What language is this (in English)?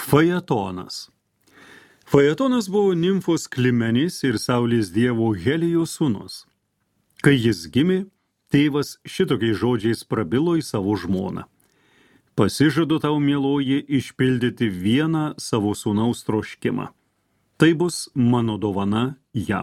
Lithuanian